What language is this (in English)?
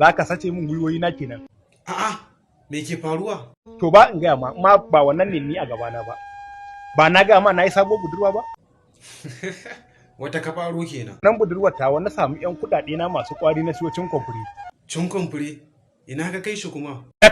Hausa